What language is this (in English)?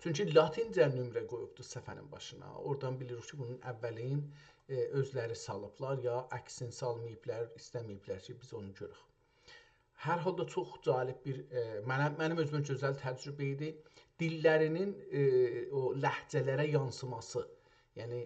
South Azerbaijani